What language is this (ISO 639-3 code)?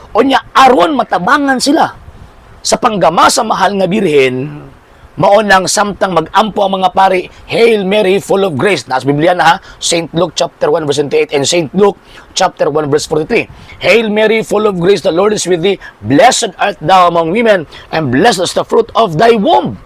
ceb